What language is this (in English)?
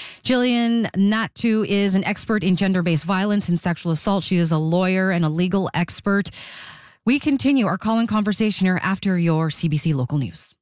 English